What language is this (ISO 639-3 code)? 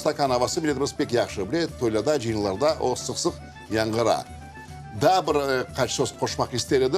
crh